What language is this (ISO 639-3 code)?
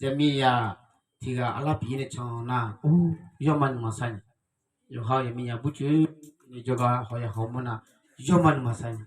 ahk